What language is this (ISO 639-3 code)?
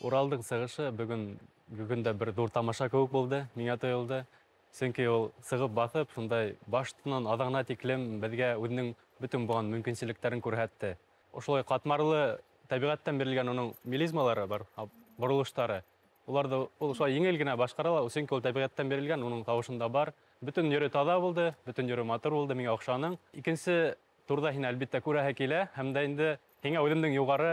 bak